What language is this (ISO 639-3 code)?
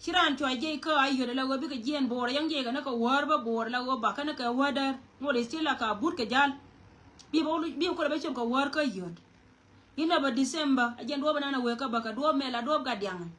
nus